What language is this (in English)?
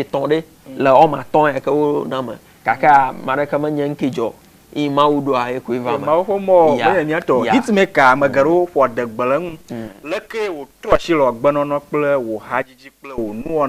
Ewe